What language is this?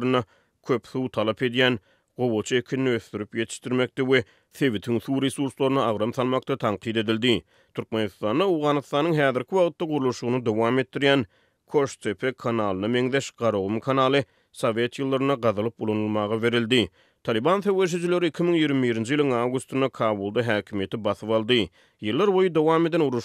Turkmen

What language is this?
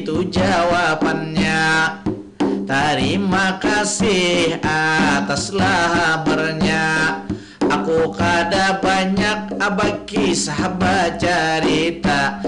Banjar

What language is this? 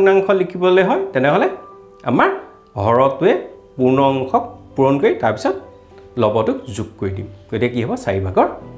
Assamese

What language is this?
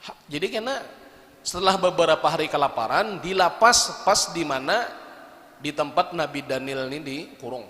Banjar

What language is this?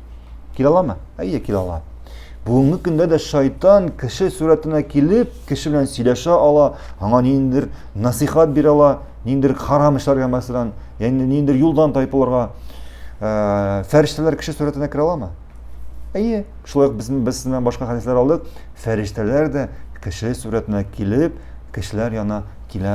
Tatar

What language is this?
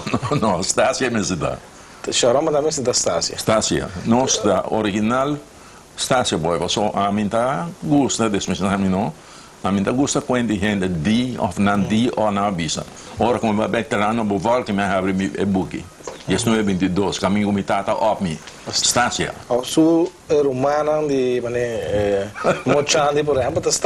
Papiamento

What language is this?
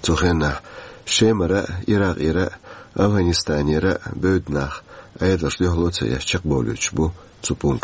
Chechen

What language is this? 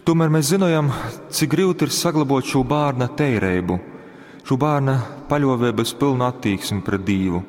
Latgalian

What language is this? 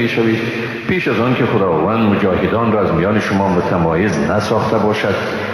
Persian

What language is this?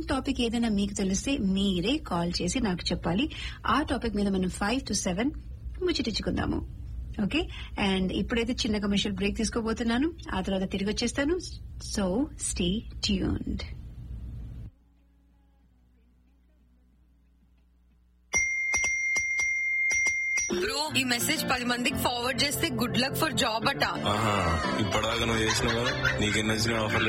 Telugu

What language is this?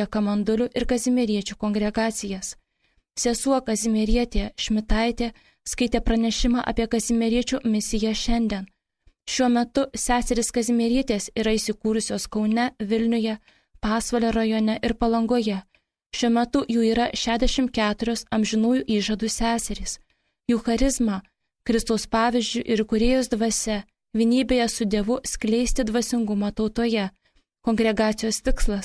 Lithuanian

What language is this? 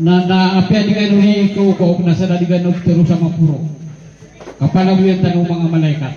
Maranao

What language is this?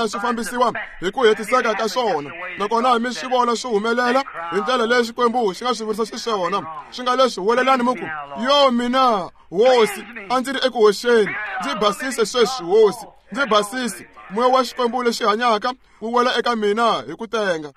Tsonga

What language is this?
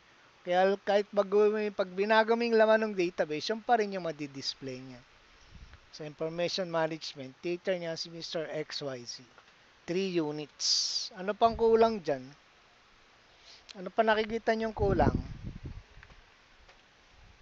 Filipino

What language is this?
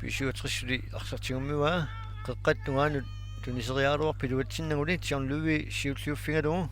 Kalaallisut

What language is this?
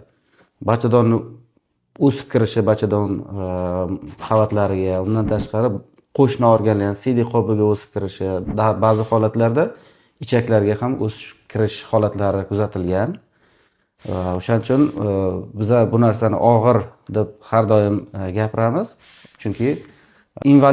Uzbek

